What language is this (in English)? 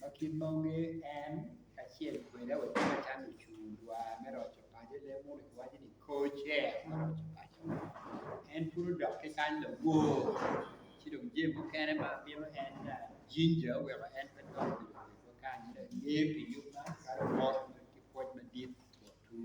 Acoli